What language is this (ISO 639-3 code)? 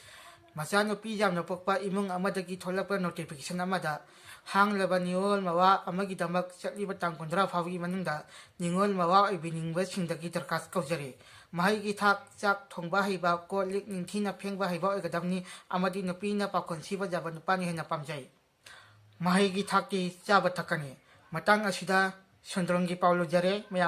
mni